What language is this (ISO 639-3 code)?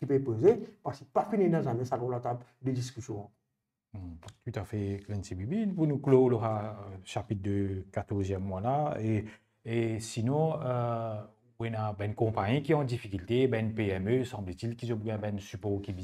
mfe